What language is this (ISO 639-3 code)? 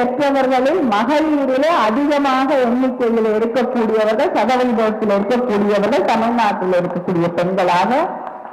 tam